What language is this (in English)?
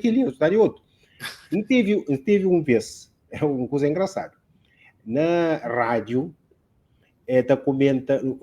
Kabuverdianu